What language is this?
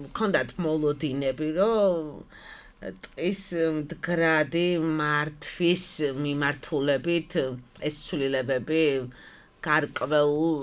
Georgian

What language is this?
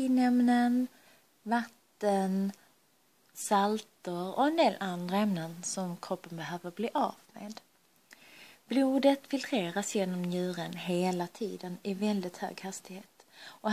Swedish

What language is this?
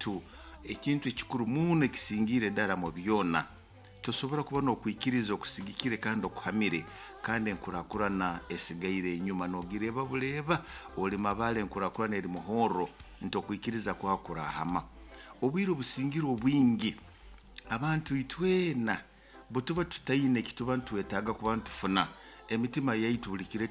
Nyoro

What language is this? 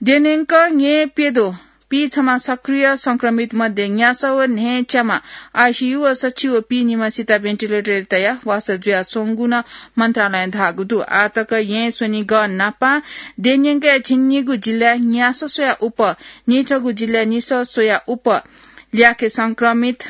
Newari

